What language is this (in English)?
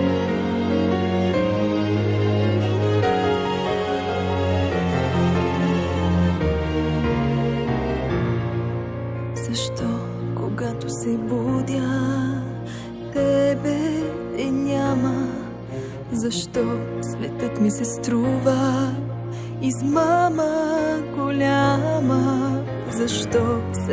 Bulgarian